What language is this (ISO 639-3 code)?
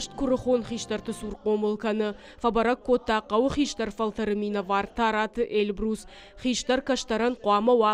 oss